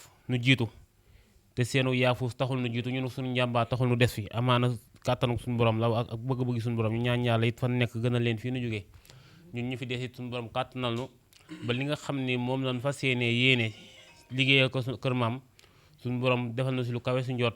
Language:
Wolof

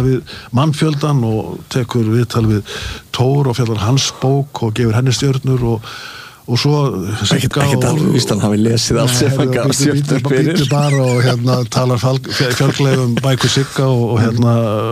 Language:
Icelandic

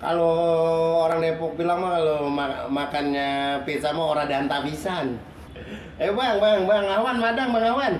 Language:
Betawi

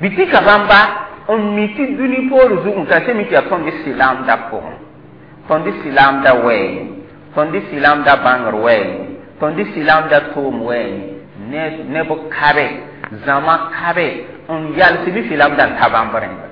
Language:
Mossi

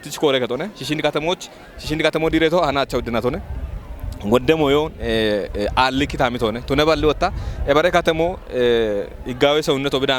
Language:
Kafa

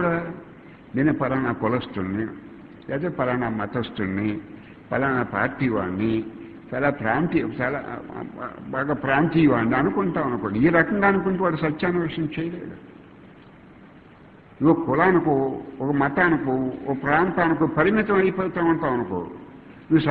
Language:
Telugu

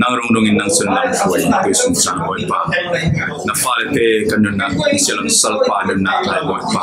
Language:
Falam Chin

